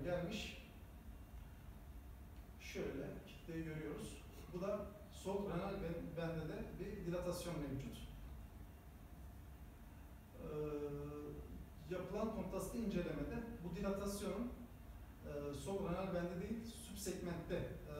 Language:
Turkish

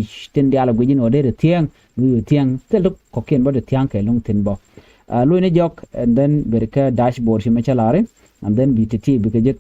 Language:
Nuer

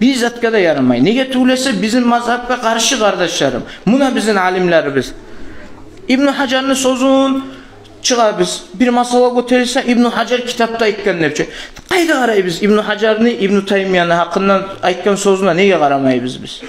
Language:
Kumyk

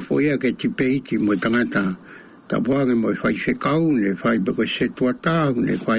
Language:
Tongan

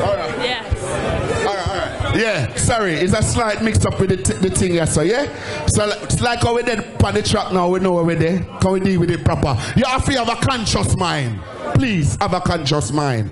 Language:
Jamaican Creole English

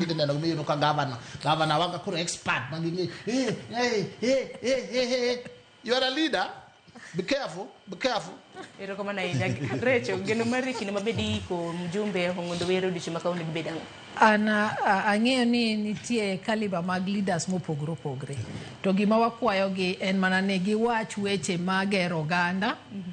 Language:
Luo (Kenya and Tanzania)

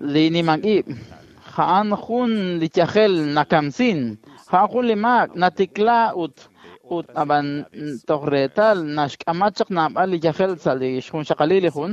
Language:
Kekchí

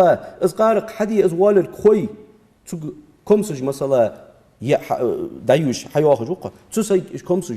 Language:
Ingush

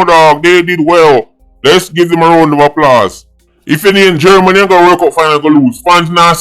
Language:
Jamaican Creole English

